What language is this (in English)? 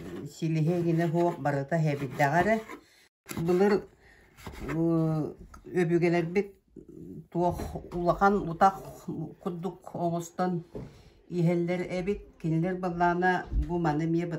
Yakut